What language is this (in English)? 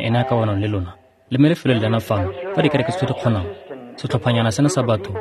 Tswana